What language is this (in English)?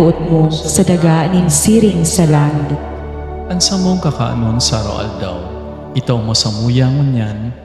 Bikol